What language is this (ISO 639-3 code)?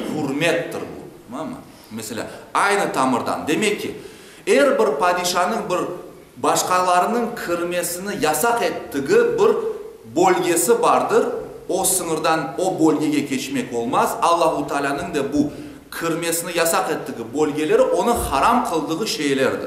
crh